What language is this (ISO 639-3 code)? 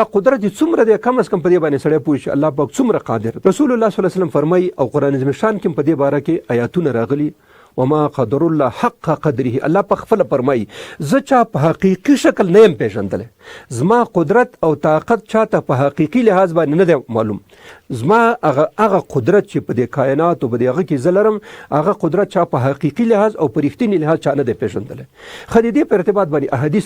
pus